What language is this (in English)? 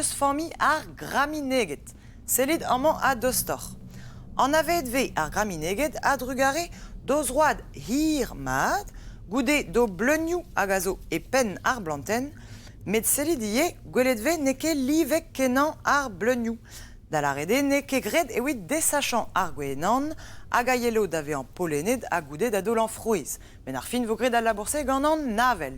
Breton